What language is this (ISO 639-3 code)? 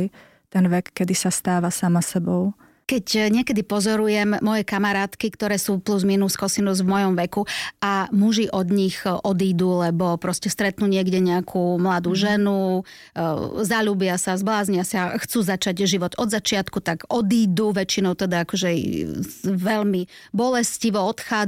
slk